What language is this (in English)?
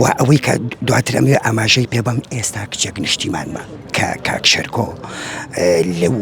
Central Kurdish